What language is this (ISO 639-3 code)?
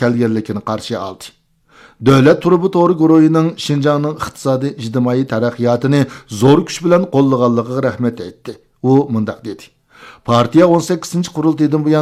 uig